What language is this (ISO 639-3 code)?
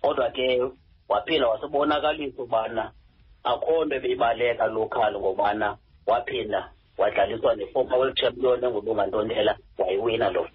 xho